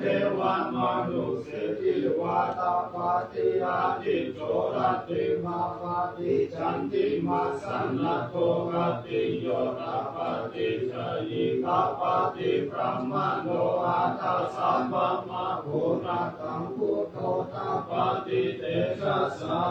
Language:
Pali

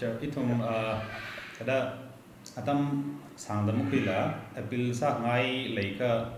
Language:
Tangkhul Naga (India)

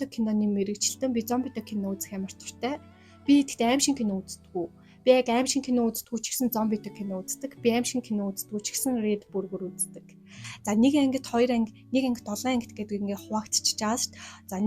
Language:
Mongolian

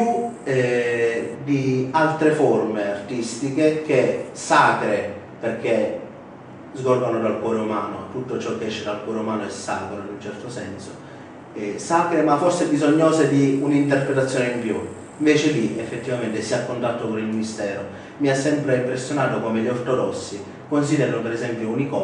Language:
Italian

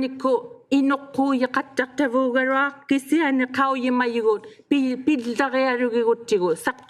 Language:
Inuktitut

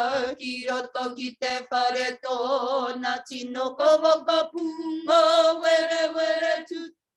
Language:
Māori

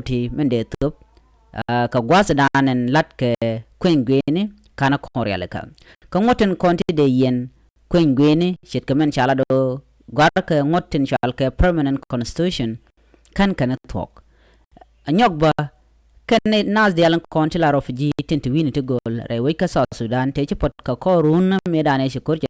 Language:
Nuer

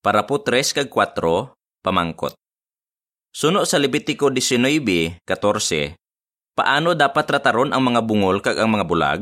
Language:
Hiligaynon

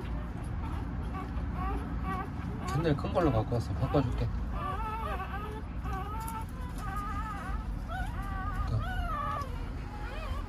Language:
Korean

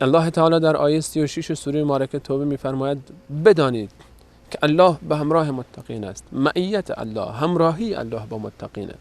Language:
Persian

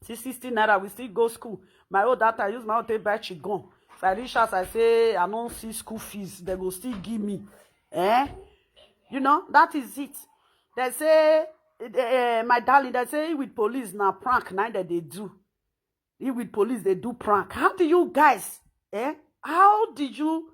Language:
Nigerian Pidgin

